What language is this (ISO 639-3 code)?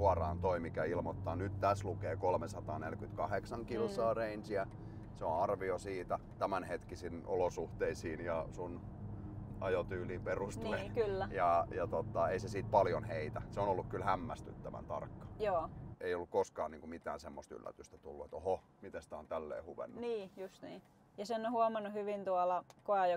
fin